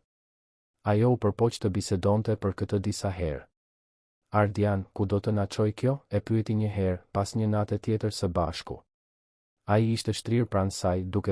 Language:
Albanian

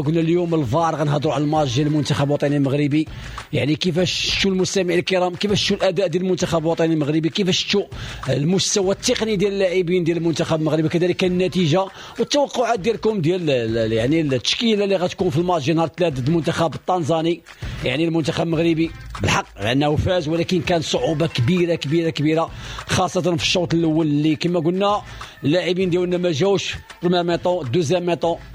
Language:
Moroccan Arabic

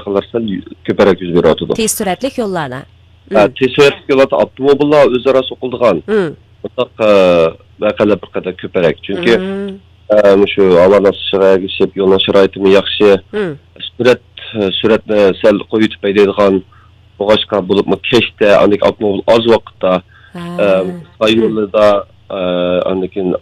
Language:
Uyghur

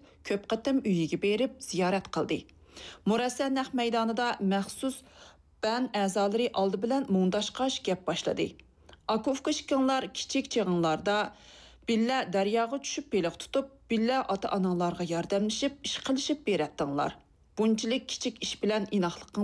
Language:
Uyghur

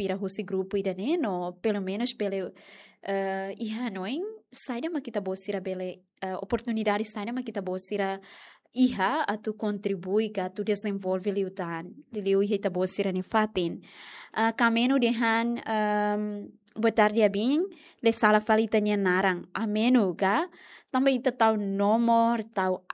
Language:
Tetum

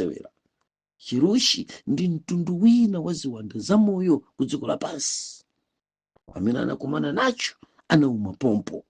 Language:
Nyanja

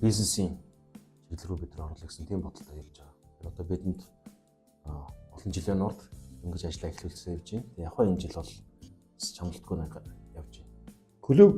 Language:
Mongolian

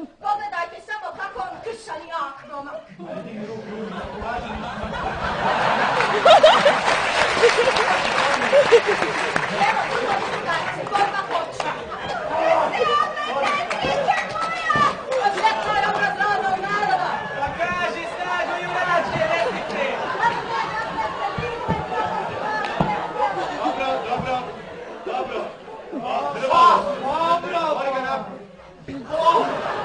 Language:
Bosnian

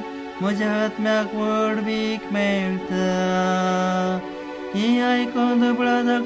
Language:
Konkani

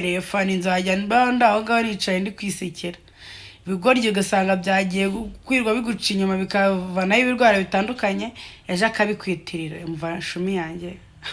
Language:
Kinyarwanda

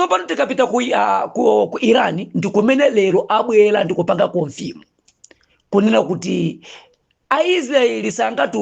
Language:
Nyanja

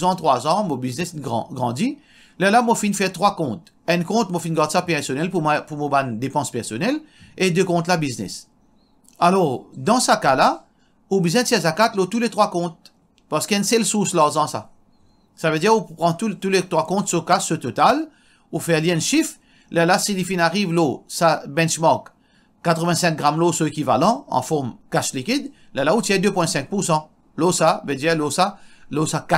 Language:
Morisyen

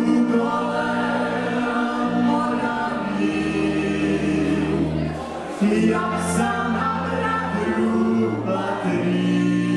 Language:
Czech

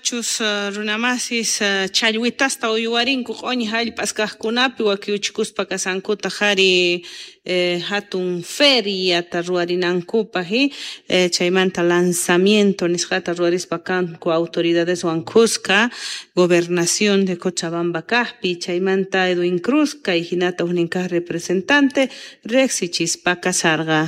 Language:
South Bolivian Quechua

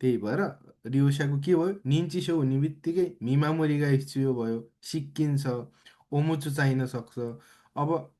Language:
Nepali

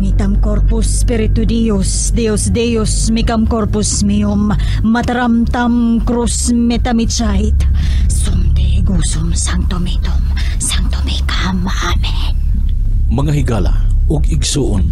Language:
Cebuano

